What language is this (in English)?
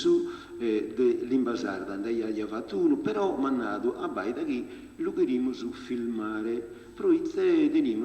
Sardinian